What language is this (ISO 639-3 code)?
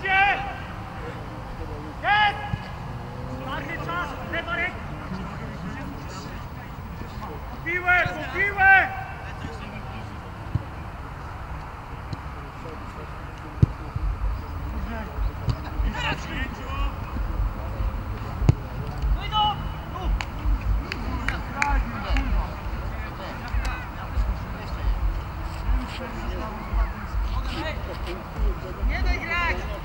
pol